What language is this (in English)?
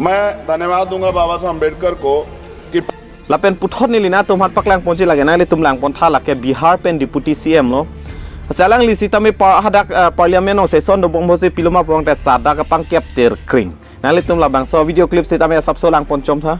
Karbi